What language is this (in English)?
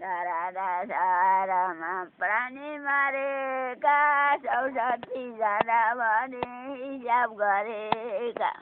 Nepali